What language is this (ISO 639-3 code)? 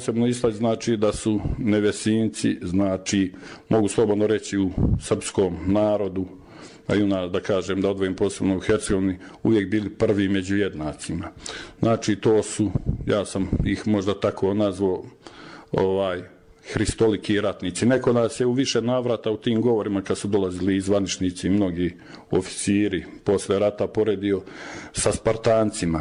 bos